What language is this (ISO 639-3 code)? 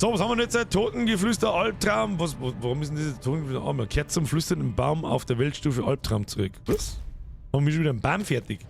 bar